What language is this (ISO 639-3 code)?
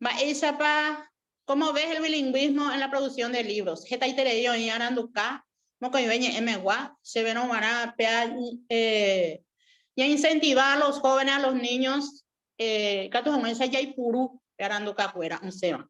grn